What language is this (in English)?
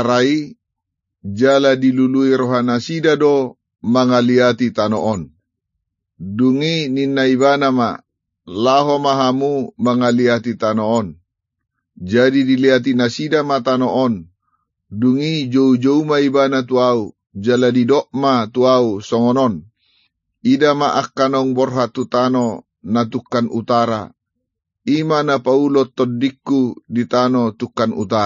Batak Toba